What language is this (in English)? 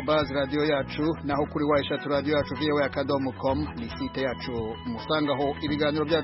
Kinyarwanda